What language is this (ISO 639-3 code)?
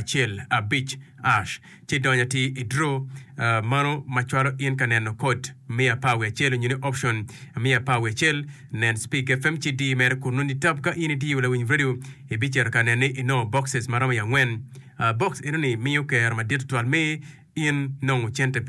ach